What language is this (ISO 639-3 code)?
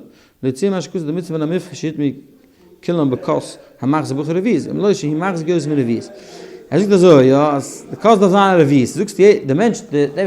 yid